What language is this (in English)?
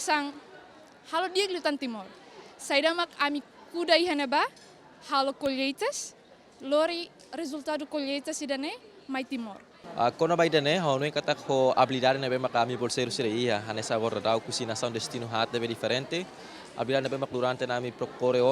Tetum